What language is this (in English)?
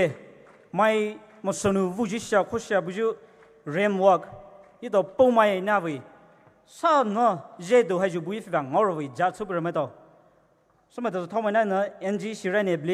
Poumei Naga